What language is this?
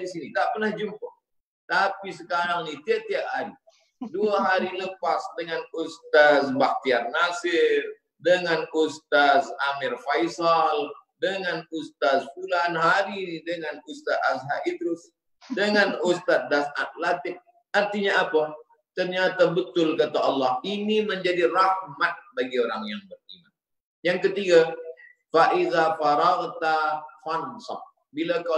Malay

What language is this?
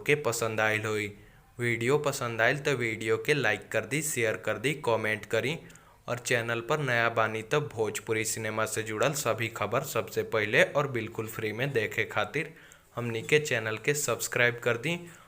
Bhojpuri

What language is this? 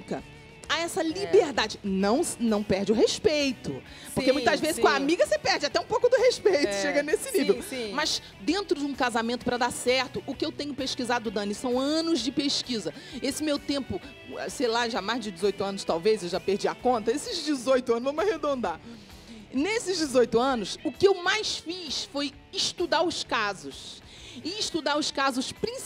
Portuguese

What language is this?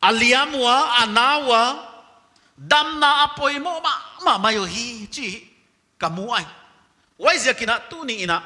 Paite Chin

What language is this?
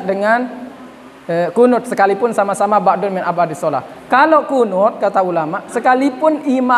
Sasak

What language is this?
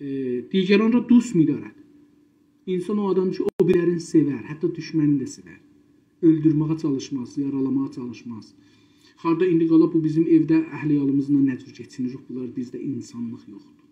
South Azerbaijani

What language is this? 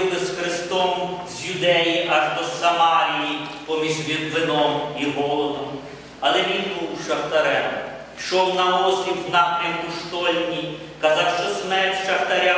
Ukrainian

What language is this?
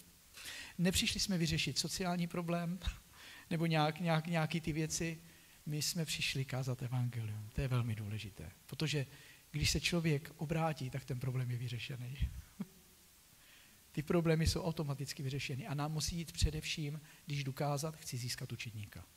Czech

